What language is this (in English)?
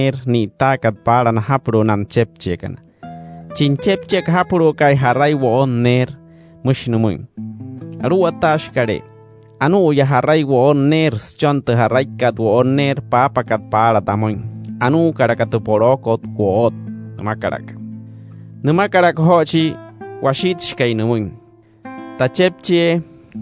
Wayuu